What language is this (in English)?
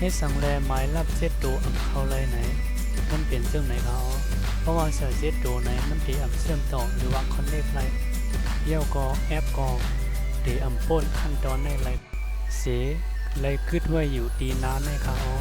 Shan